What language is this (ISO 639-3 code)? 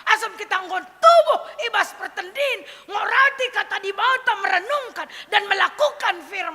btx